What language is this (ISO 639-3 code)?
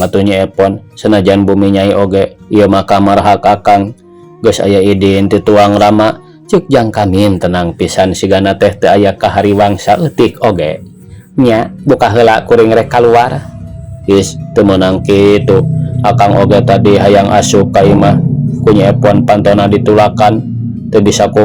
sun